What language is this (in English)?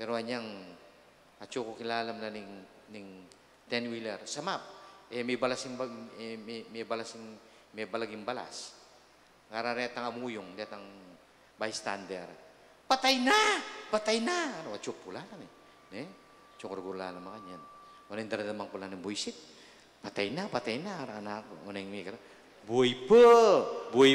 Pampanga